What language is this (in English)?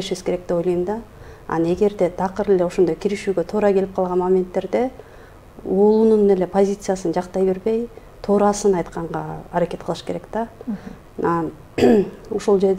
Kyrgyz